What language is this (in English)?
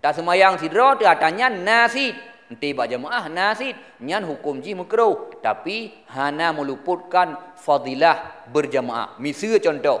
Achinese